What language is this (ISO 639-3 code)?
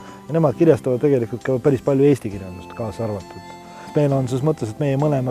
est